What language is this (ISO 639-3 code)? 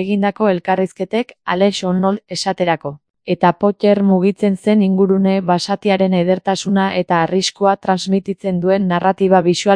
eus